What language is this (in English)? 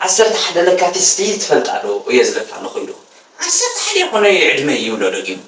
Tigrinya